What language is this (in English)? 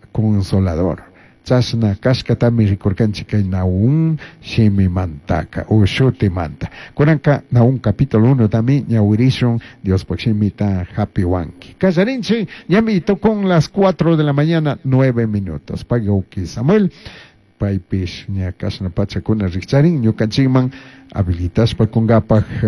Chimborazo Highland Quichua